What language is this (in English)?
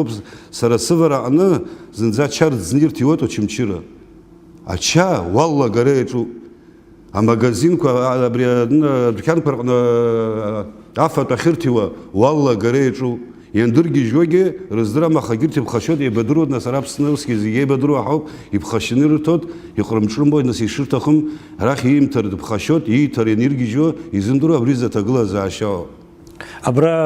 Abkhazian